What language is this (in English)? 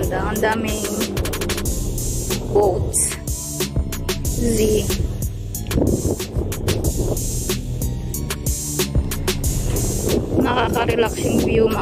Filipino